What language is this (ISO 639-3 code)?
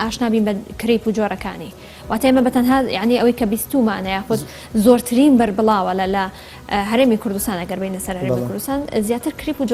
ckb